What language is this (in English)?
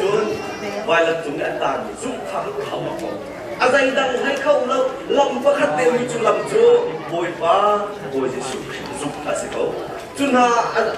Hakha Chin